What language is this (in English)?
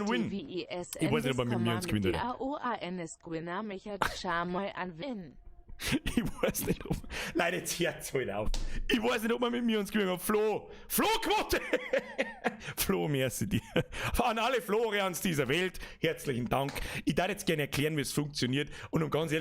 Bavarian